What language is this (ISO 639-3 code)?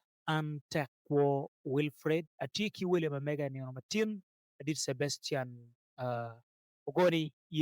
ach